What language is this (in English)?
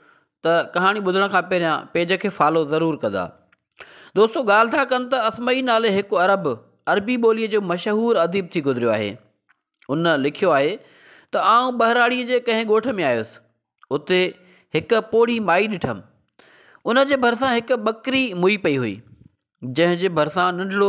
Sindhi